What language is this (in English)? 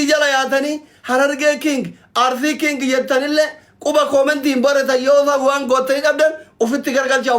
Oromo